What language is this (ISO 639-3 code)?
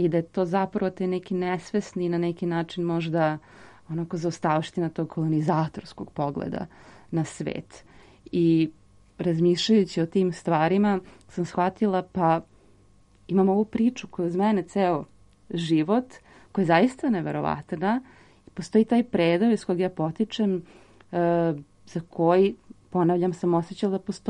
srp